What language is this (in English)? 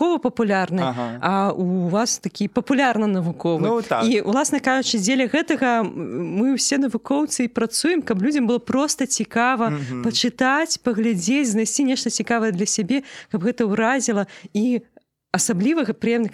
Belarusian